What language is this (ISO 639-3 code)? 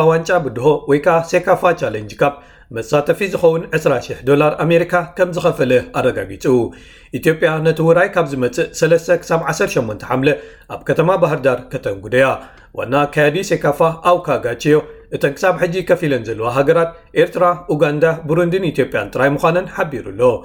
tir